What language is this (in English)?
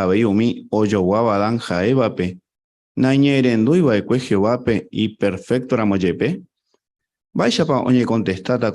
Guarani